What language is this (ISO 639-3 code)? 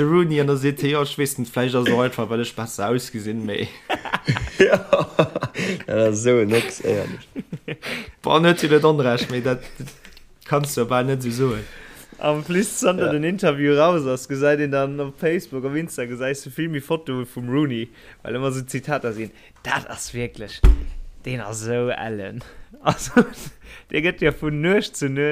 ltz